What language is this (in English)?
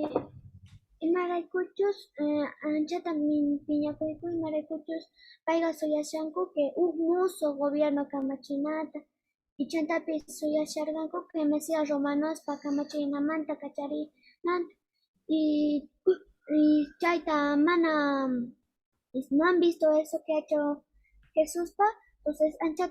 Quechua